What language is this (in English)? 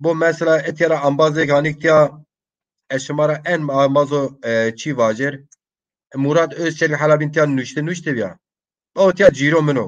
Zaza